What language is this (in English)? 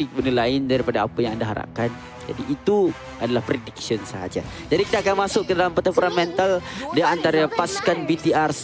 Malay